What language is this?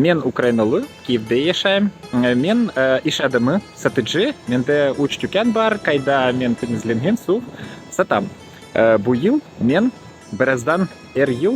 Crimean Tatar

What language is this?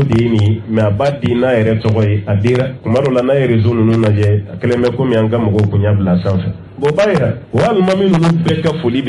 Bambara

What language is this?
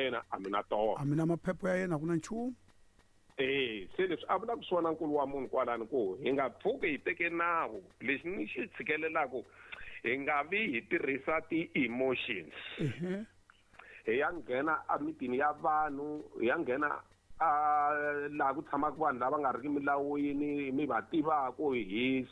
Tsonga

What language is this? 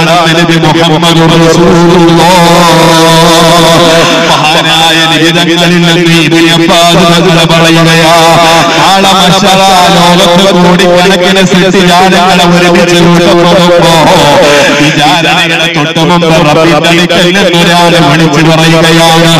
Malayalam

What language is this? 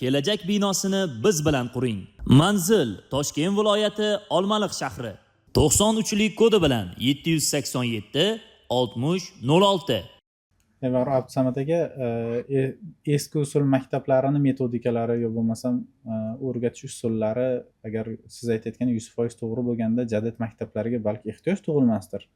Uzbek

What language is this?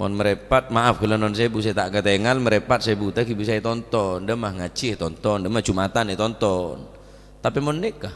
Madurese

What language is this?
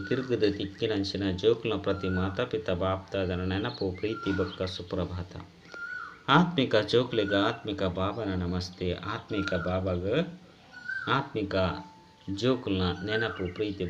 Tulu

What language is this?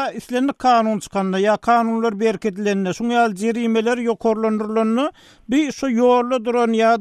Turkmen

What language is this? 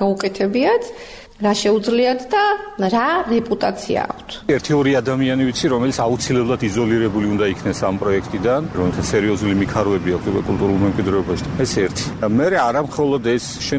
Georgian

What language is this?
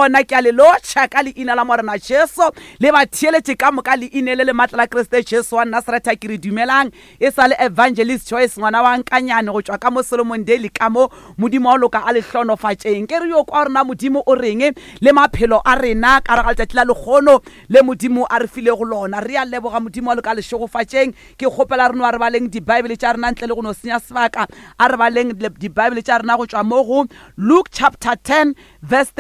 Northern Sotho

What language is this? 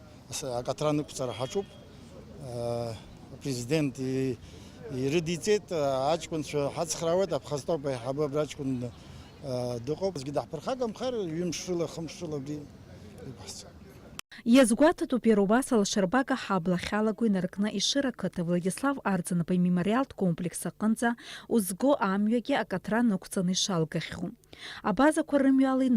Abkhazian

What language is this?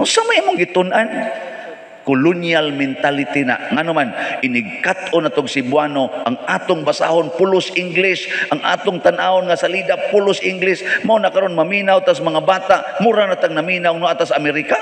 Cebuano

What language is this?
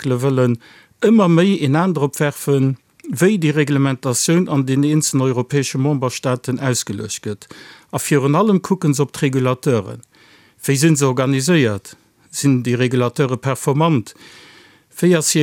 Luxembourgish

